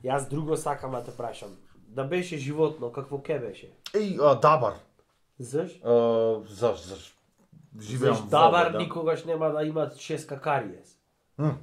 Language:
Macedonian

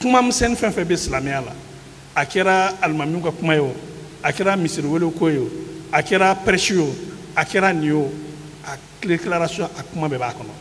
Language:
Bambara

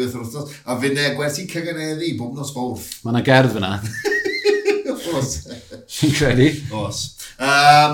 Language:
Welsh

